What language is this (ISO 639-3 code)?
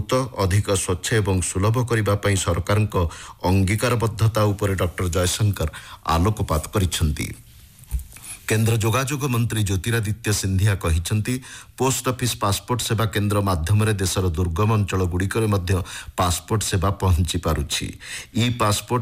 ori